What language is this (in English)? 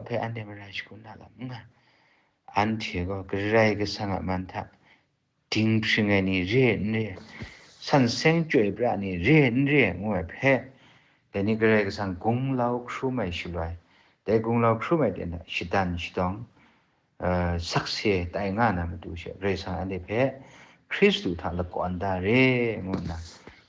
Kachin